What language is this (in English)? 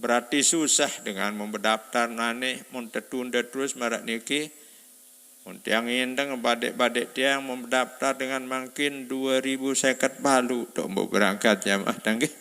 Sasak